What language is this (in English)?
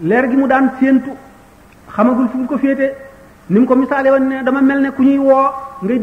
Wolof